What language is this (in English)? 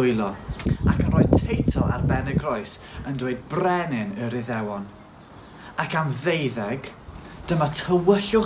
Welsh